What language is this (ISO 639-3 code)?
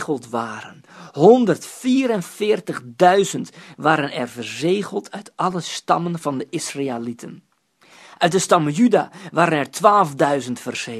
nld